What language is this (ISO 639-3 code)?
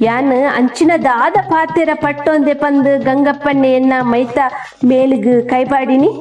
tcy